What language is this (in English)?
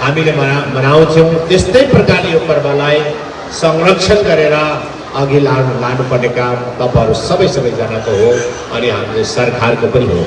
Nepali